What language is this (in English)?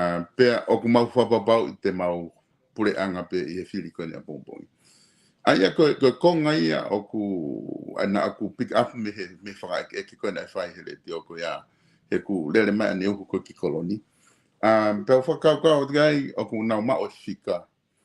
Tongan